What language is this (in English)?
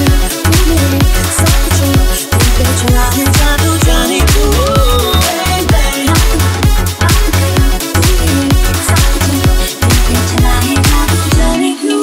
Hindi